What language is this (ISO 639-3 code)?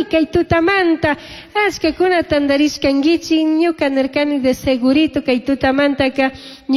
qug